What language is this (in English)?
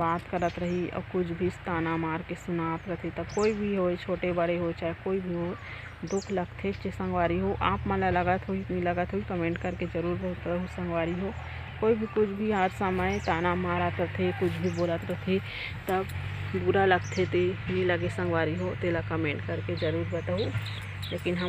Chhattisgarhi